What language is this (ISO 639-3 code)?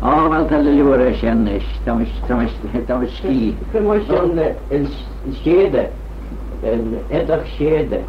glv